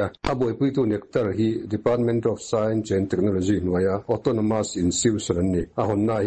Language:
Mizo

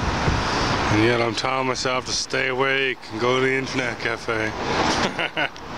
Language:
English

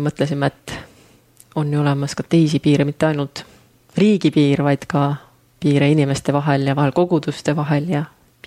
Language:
Estonian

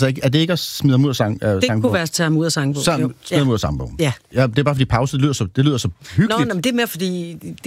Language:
Danish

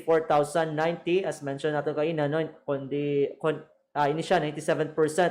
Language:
Hiligaynon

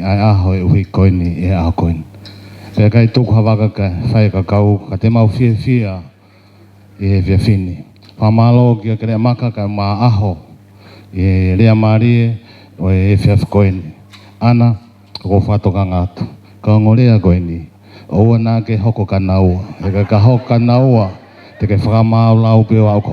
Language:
Tongan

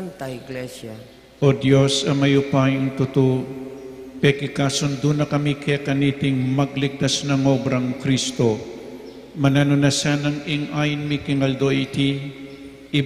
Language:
Pampanga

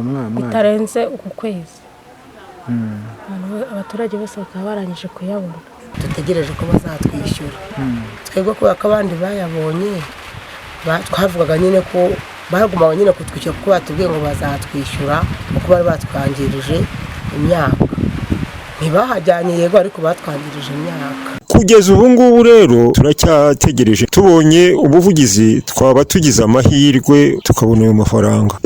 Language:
Kinyarwanda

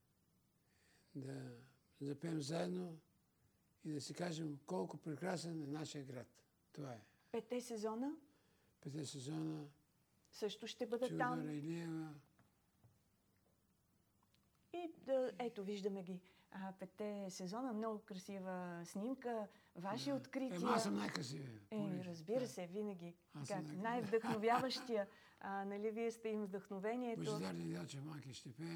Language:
Bulgarian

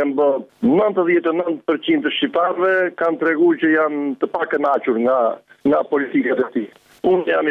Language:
Albanian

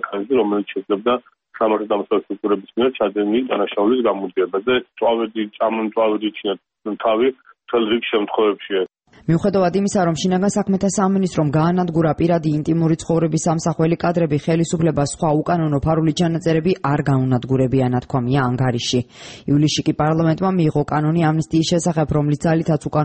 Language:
Georgian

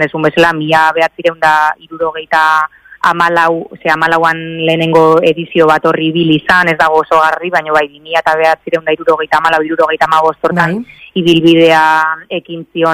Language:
Basque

